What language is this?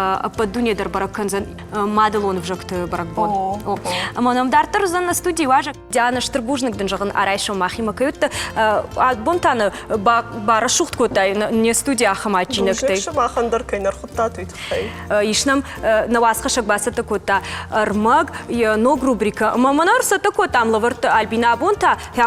Ossetic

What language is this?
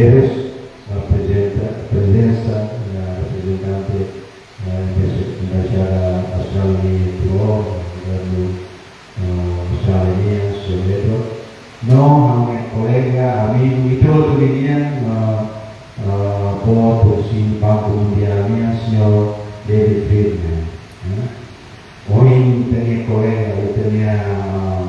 Tetum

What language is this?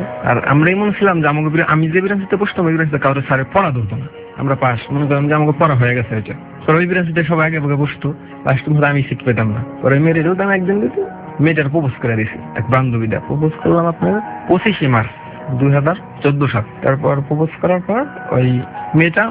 Bangla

